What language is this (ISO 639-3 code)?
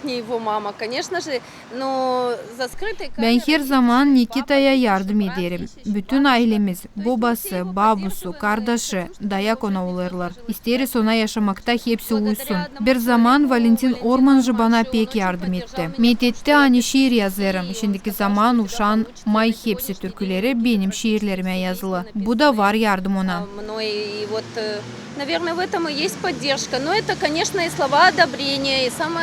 gag